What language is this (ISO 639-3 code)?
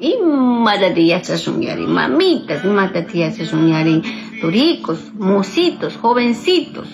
qug